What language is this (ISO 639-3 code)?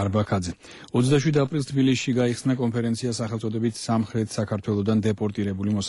kat